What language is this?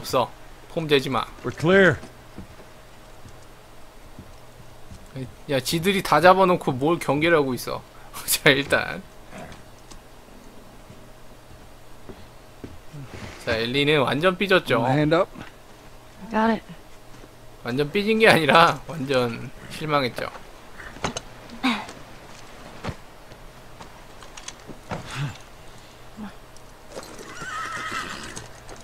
Korean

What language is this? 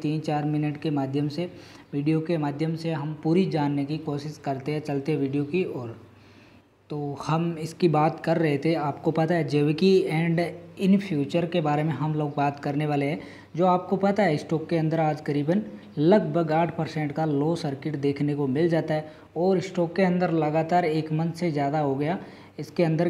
Hindi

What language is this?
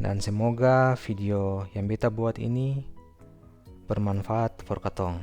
Ambonese Malay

